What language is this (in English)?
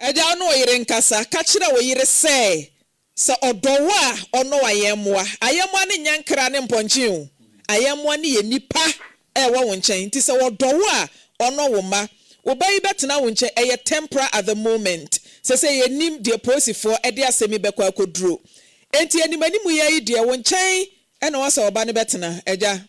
Akan